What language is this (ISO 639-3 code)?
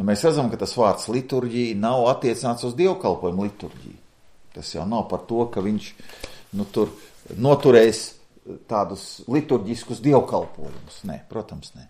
lav